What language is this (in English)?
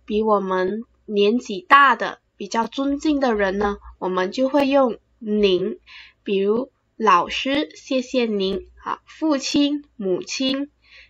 Chinese